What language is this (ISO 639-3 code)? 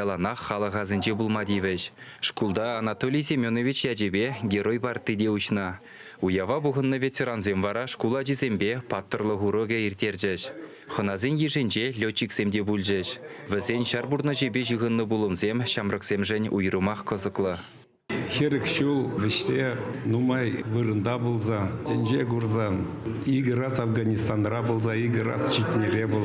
chv